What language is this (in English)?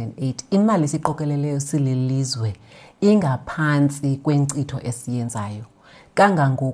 Xhosa